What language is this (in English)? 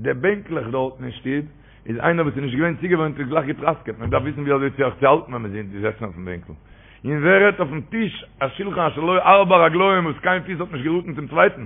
Yiddish